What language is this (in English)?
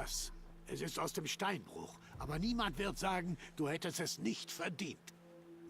Swiss German